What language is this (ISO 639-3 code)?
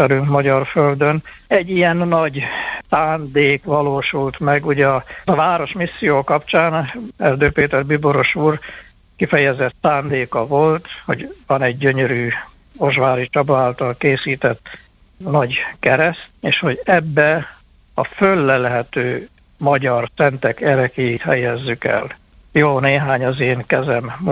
hun